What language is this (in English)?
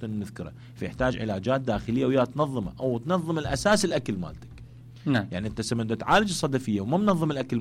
Mesopotamian Arabic